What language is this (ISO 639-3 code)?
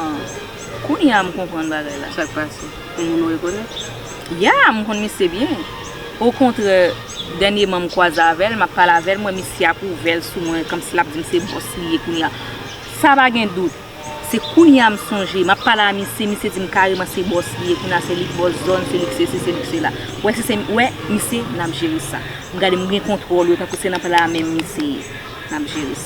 hat